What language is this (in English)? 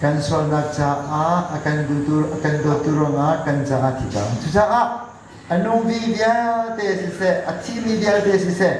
Hakha Chin